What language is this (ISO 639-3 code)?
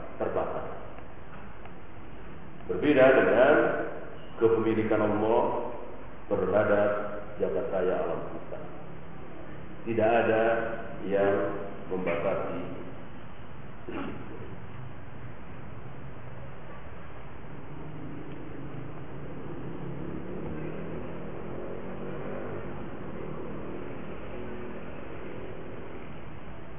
ind